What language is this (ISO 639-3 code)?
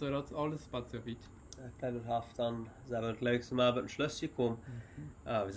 pdt